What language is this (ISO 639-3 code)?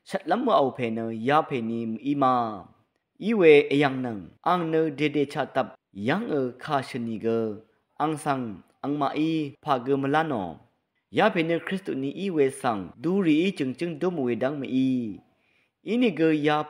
raw